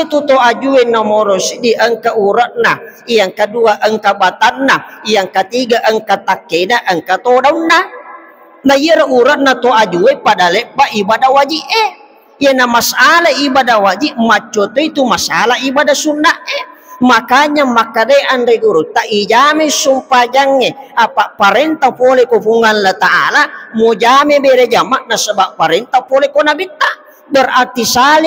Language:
Buginese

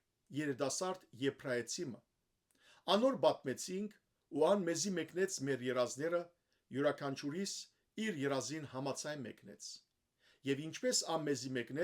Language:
Western Armenian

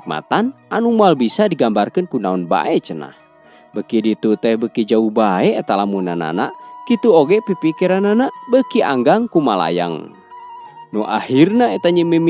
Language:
Sundanese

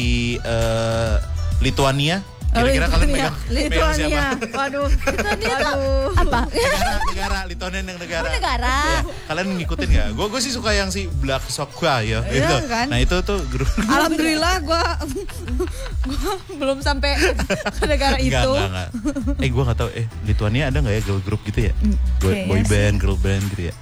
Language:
Indonesian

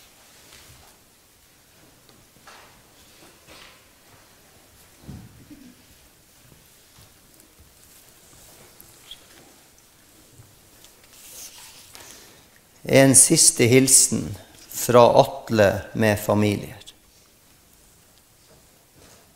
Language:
Norwegian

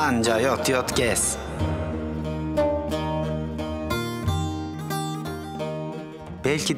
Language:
Turkish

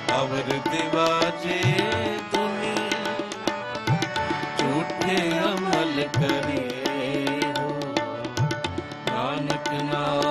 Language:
Punjabi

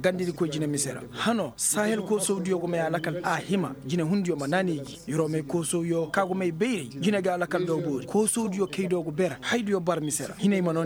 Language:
Koyraboro Senni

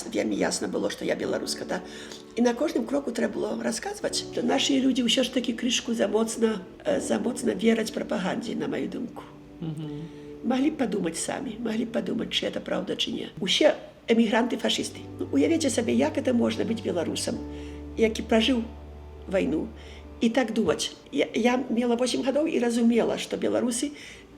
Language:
Belarusian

